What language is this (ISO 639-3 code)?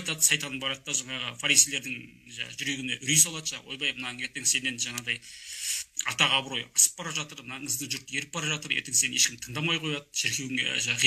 kaz